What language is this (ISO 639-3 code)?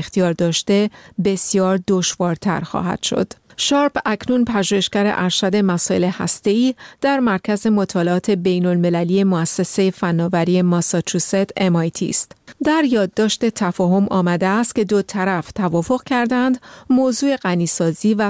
fas